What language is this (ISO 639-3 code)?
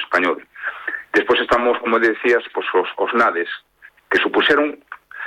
glg